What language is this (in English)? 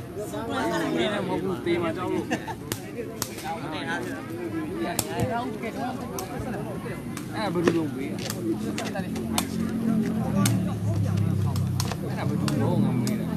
Burmese